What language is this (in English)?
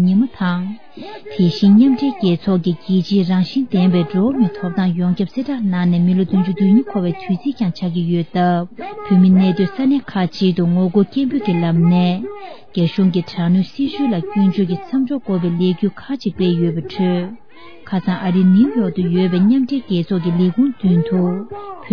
Tibetan